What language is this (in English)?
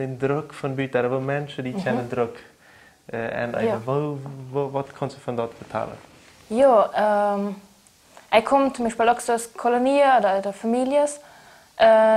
Plautdietsch